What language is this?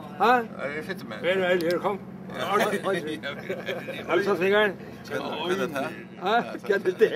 Faroese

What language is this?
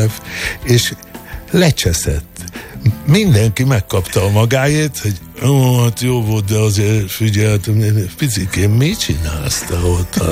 Hungarian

